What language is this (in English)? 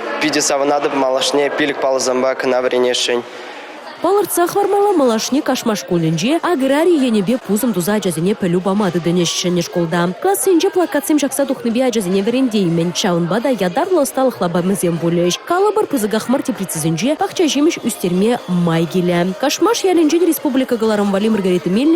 Chuvash